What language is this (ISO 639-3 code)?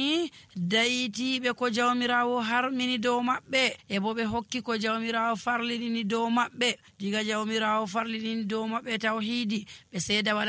fuv